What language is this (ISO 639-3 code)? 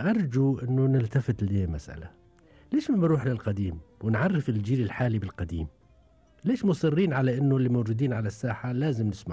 afb